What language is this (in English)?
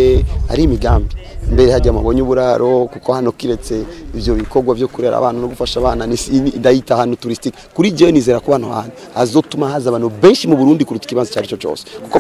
Rundi